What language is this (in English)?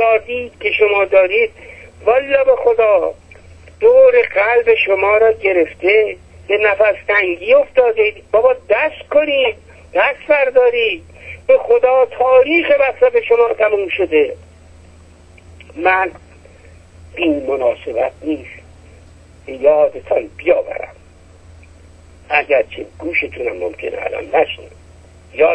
Persian